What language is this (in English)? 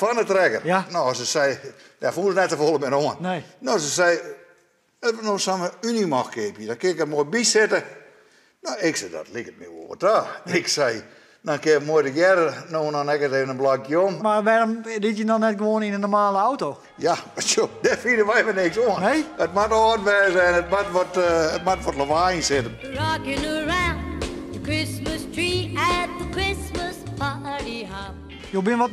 Western Frisian